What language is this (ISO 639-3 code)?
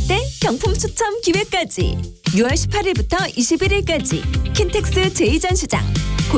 kor